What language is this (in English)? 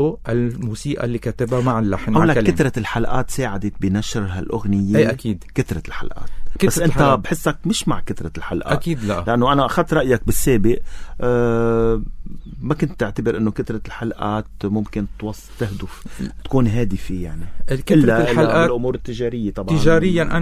North Levantine Arabic